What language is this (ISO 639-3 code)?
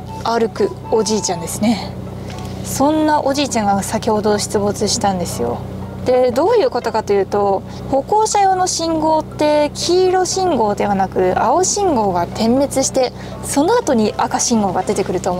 jpn